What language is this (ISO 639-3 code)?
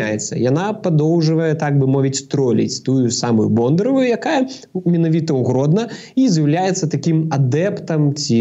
bel